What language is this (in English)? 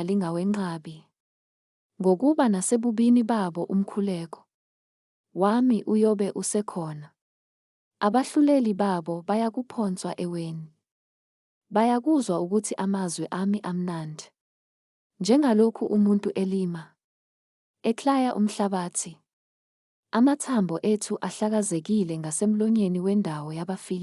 Zulu